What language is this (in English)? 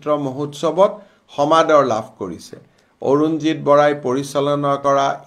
Assamese